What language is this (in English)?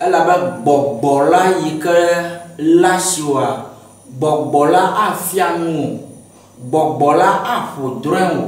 Ewe